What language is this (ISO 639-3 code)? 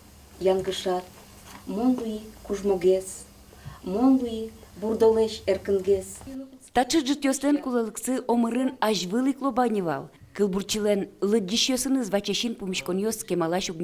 udm